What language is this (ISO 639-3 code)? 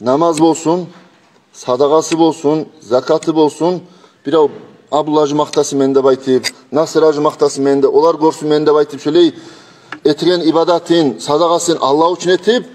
kum